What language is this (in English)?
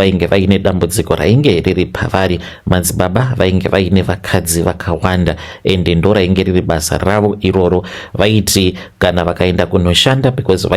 Shona